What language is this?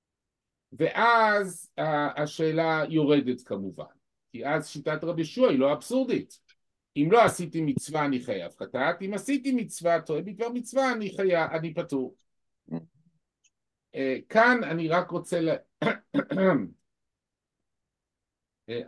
Hebrew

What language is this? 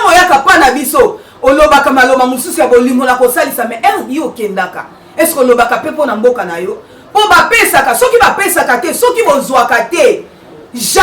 Lingala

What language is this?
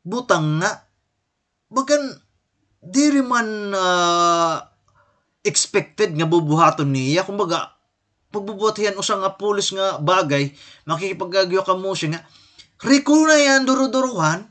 Waray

